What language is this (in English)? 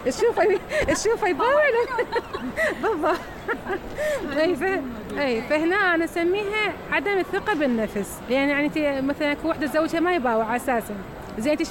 Mesopotamian Arabic